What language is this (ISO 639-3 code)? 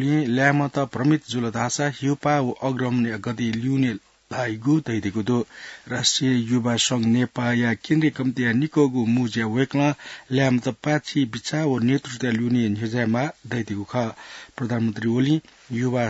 new